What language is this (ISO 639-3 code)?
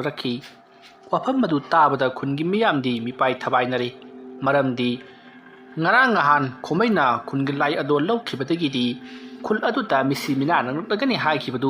mni